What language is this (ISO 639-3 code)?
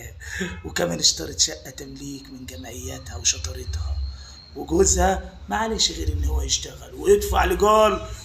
arz